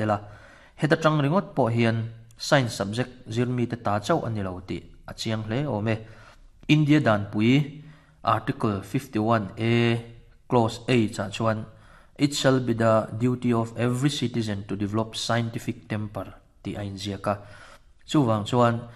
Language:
Mizo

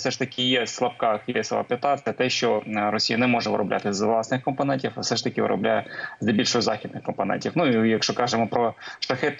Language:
Ukrainian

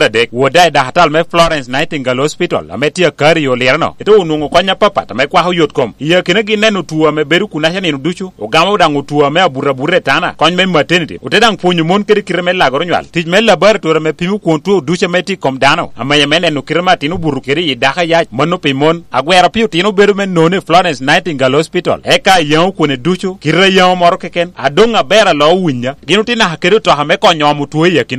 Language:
Lango (Uganda)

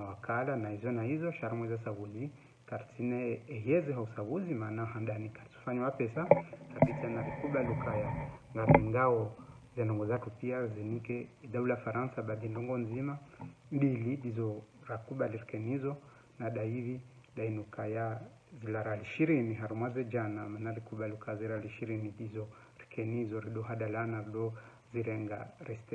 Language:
Ngazidja Comorian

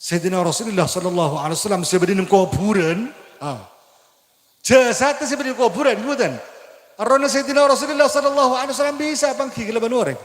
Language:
Madurese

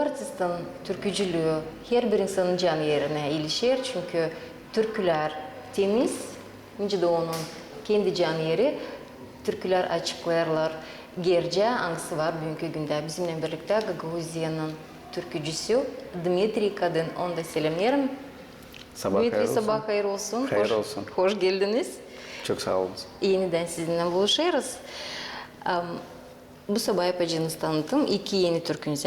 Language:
Gagauz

